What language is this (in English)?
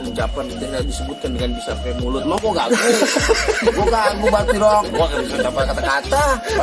Betawi